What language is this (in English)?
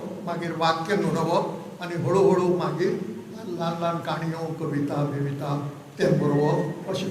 Konkani